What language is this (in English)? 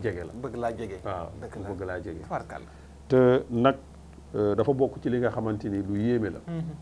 Wolof